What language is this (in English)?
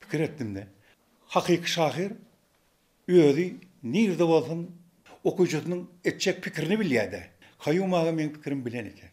Turkmen